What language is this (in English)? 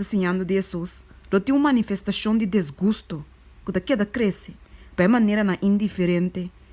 Papiamento